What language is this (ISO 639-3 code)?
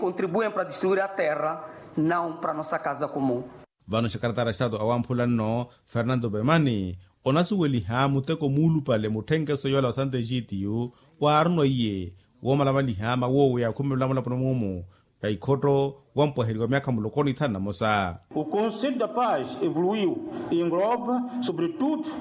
vmw